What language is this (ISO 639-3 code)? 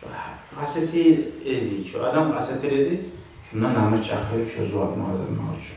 kum